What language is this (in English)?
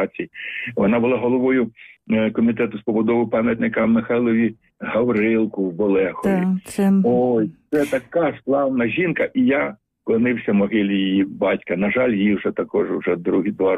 Ukrainian